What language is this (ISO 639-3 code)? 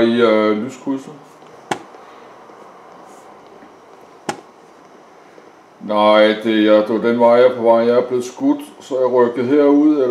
dan